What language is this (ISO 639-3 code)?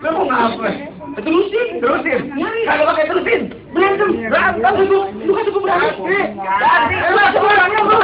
bew